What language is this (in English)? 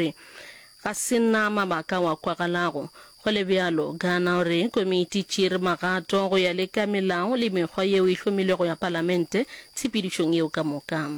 Northern Sotho